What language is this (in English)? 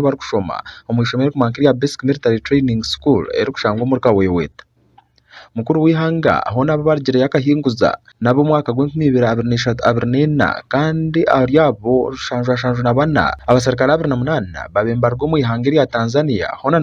Nyankole